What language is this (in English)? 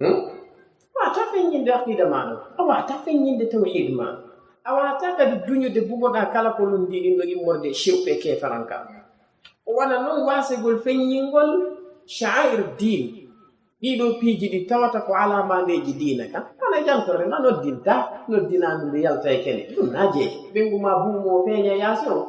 Fula